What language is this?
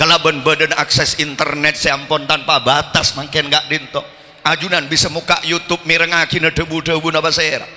Madurese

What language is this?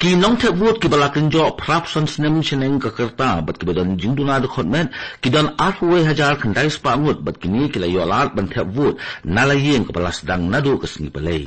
Khasi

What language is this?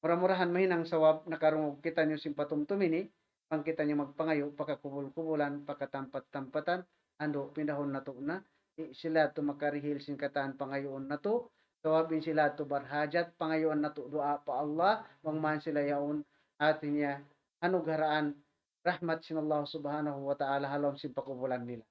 Tausug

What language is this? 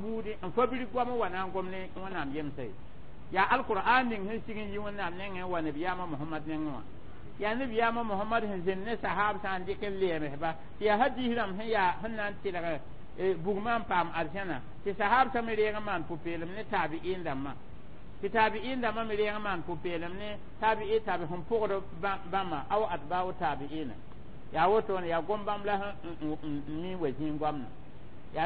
Mossi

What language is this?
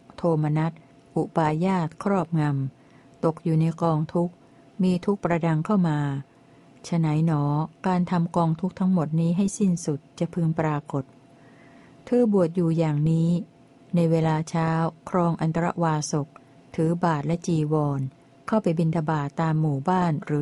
Thai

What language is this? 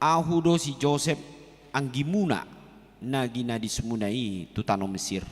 Batak Toba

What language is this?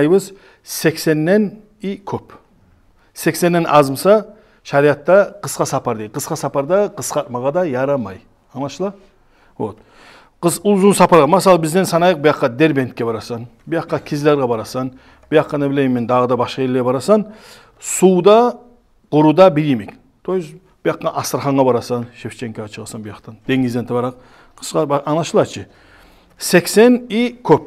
Kumyk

